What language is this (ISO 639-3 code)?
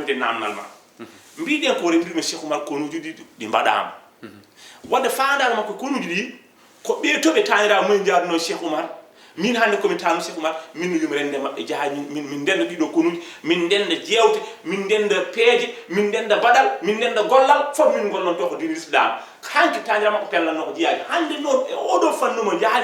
ful